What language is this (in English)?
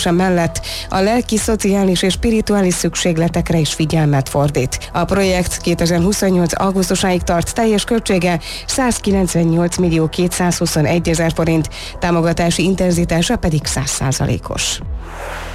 Hungarian